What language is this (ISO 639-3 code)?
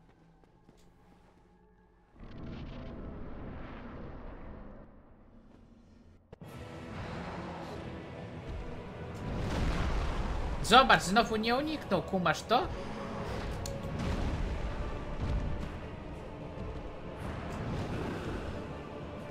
pol